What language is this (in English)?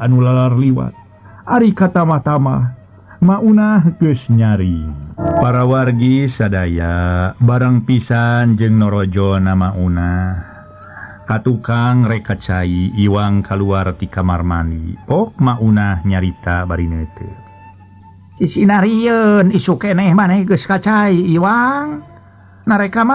Sundanese